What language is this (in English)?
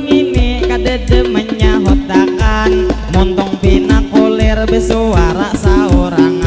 Banjar